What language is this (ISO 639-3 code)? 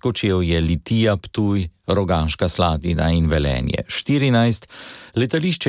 slv